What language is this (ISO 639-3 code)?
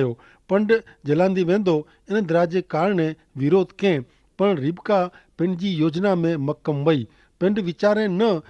kfr